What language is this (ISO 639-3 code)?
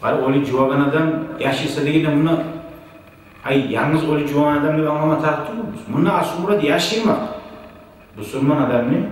kum